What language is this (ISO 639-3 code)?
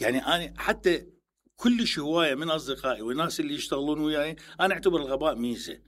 acm